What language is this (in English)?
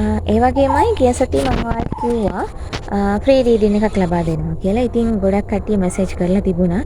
Sinhala